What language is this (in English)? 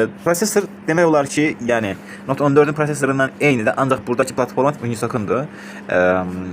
Azerbaijani